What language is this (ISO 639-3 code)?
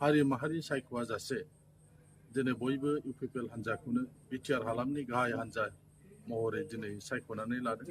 brx